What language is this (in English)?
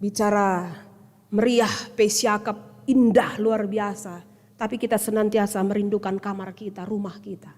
Batak Karo